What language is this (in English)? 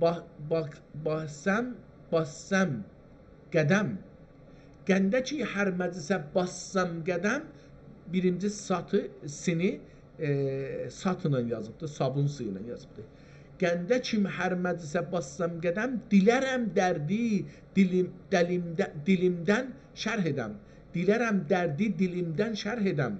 South Azerbaijani